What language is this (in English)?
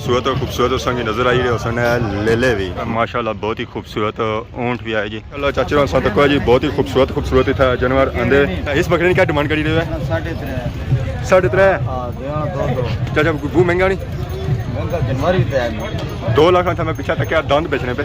Pahari-Potwari